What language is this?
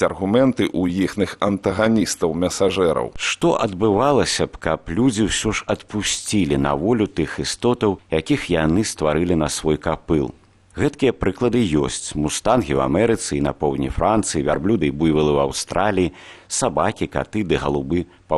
Belarusian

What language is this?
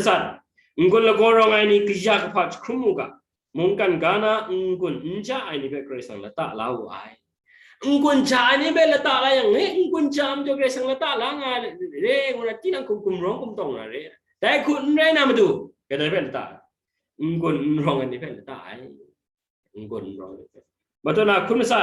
Kachin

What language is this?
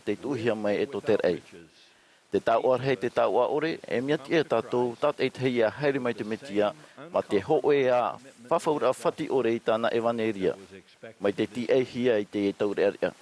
Tahitian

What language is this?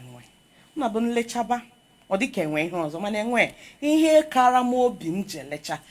Igbo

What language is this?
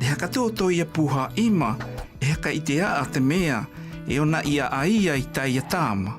South Marquesan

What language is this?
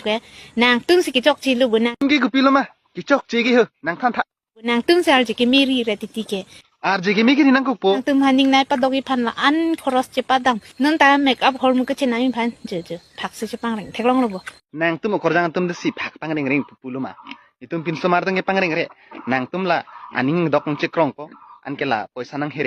Karbi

